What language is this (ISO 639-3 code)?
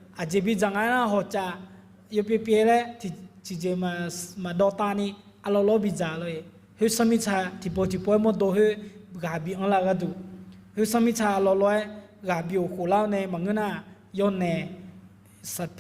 ahk